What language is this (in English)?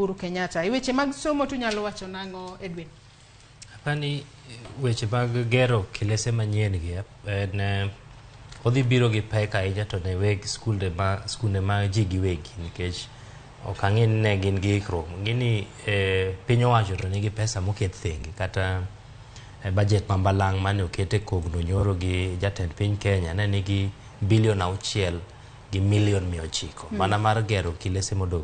Luo (Kenya and Tanzania)